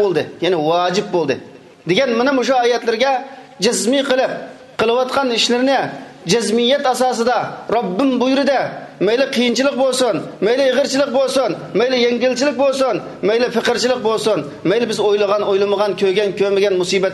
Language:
Uyghur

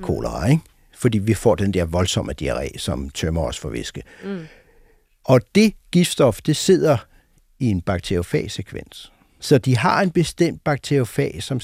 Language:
Danish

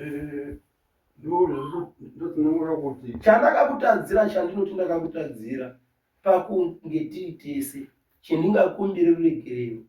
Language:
Shona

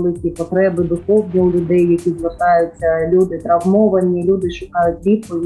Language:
Ukrainian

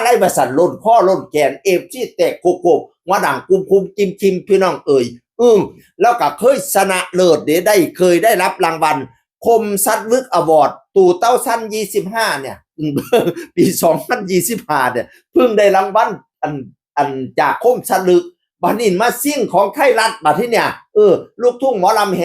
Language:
Northeastern Thai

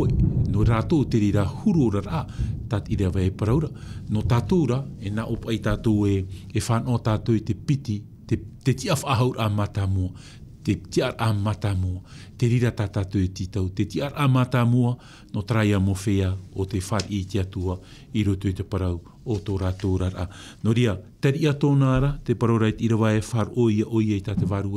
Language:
Tahitian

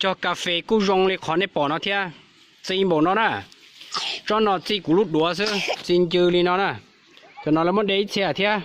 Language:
Hmong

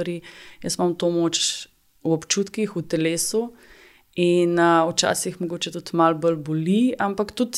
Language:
Slovenian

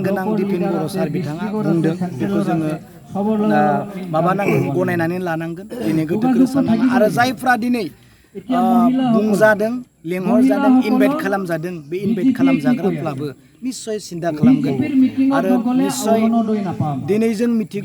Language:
Bodo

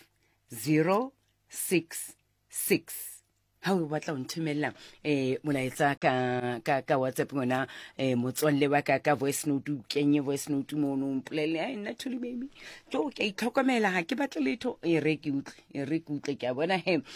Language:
Southern Sotho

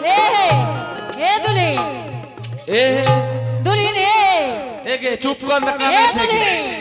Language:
Angika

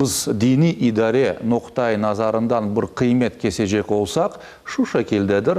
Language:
Crimean Tatar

